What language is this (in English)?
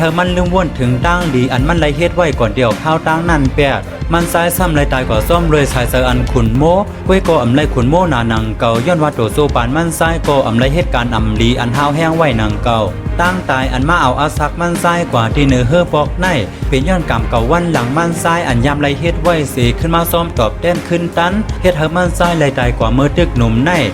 Shan